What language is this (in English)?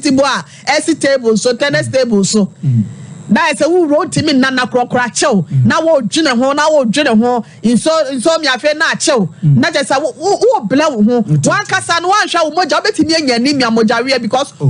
Akan